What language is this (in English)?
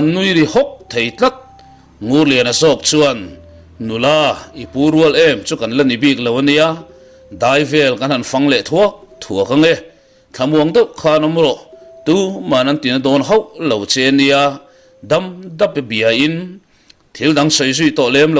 Mizo